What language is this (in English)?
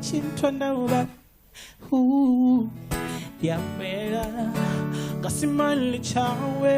Venda